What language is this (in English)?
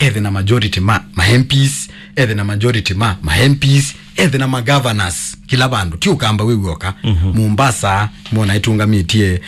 Kamba